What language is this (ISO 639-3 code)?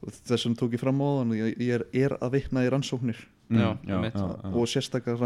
isl